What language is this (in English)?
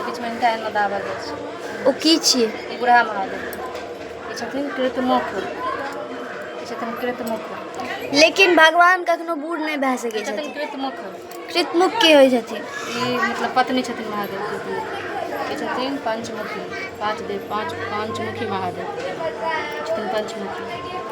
Maithili